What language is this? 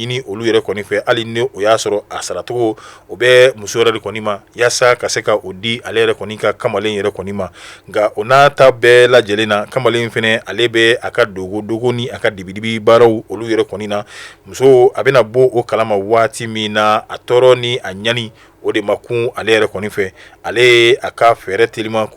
Bambara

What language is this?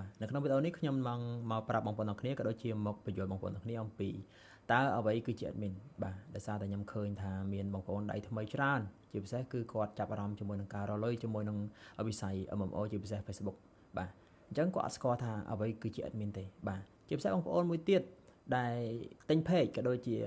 Khmer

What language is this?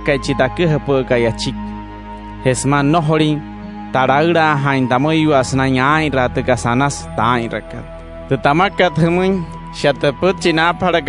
Wayuu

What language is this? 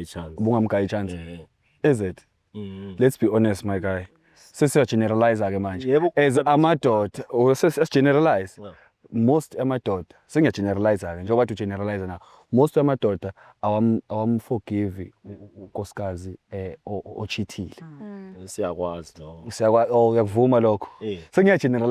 Zulu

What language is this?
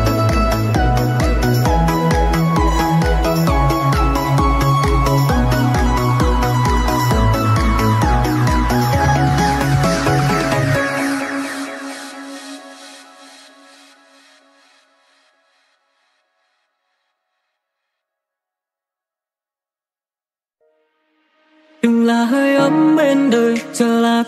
Vietnamese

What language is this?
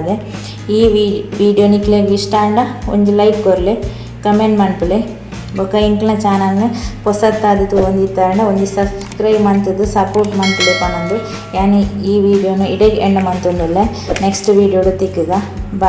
Tulu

